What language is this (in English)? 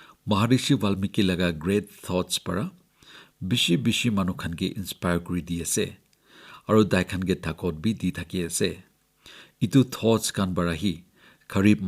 Naga Pidgin